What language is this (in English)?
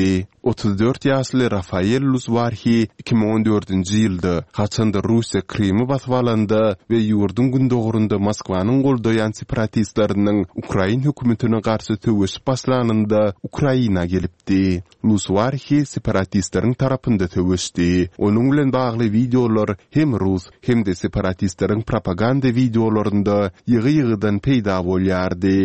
Turkmen